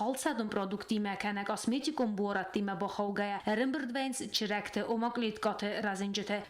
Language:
Ossetic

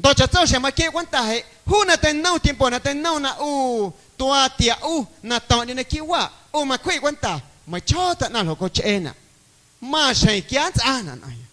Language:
Guerrero Amuzgo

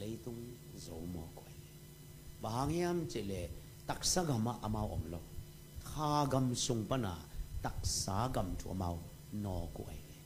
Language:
Tedim Chin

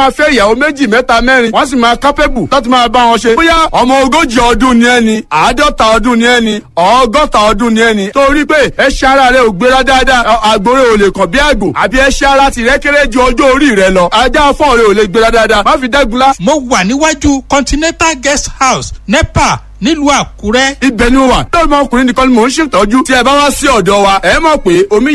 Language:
Yoruba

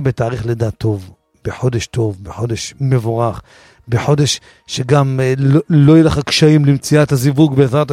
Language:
Hebrew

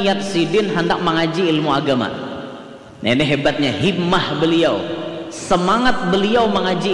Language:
Banjar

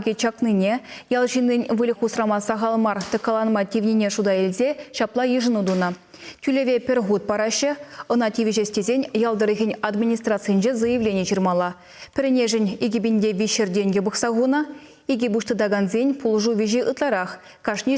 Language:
Chuvash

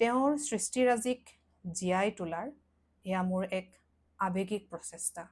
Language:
Assamese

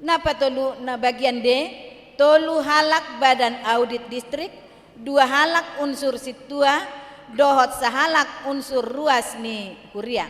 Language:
Batak Toba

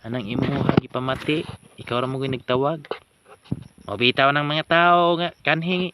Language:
Cebuano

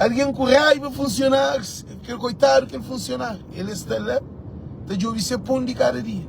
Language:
Kabuverdianu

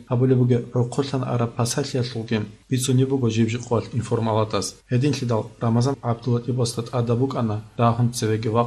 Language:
Avaric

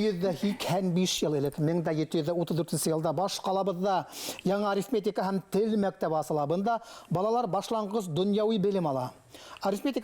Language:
Bashkir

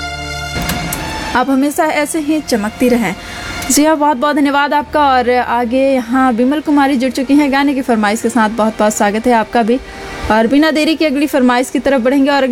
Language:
Hindi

